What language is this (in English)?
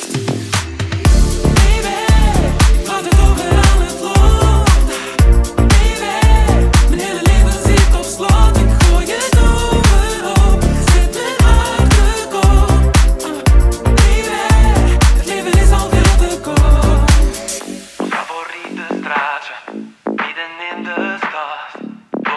Dutch